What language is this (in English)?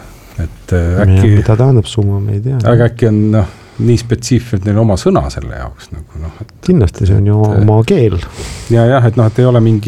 Estonian